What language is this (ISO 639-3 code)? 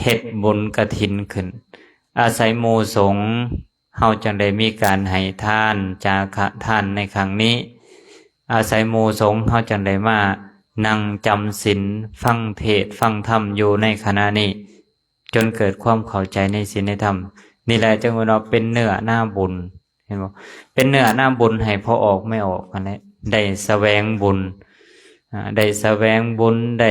lao